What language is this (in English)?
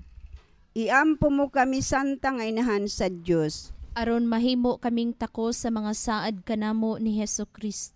Cebuano